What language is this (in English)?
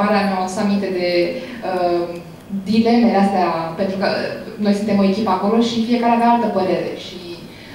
Romanian